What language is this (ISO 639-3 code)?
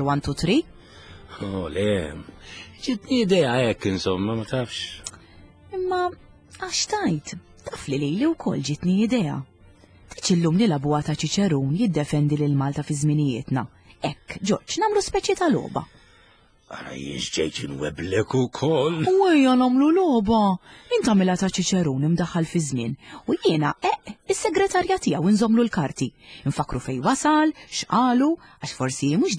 mlt